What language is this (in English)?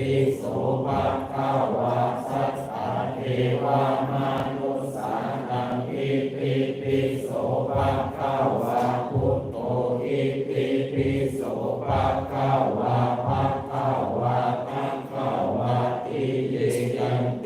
Pali